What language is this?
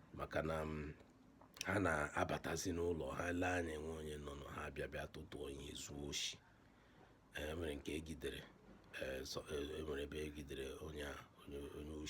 Igbo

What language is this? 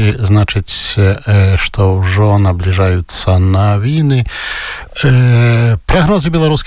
Polish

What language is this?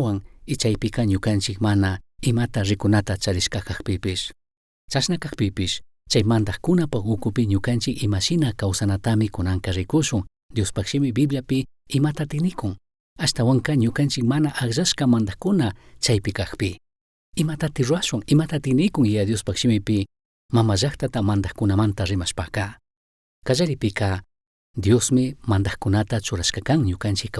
Chimborazo Highland Quichua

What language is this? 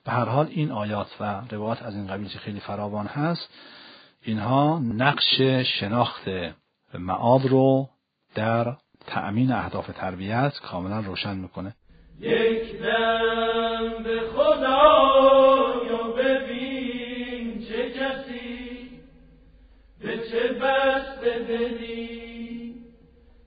Persian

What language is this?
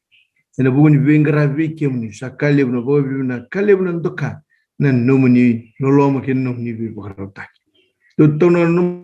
Fijian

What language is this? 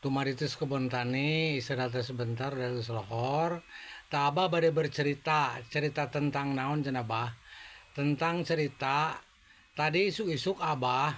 Sundanese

